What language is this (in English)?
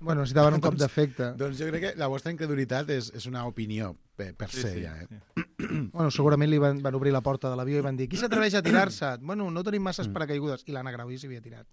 Catalan